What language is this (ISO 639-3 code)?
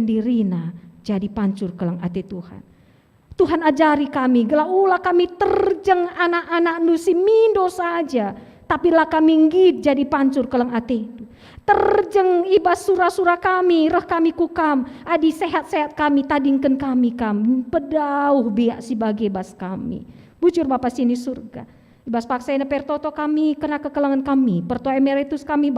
btx